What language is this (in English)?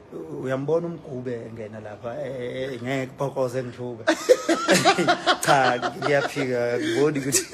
Zulu